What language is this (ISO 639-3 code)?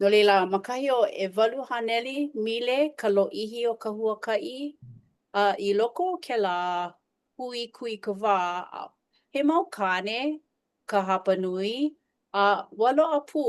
haw